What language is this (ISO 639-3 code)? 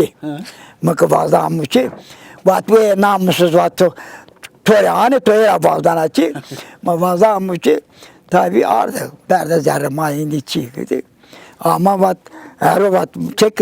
zza